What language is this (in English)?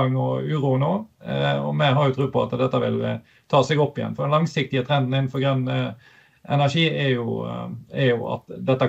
Norwegian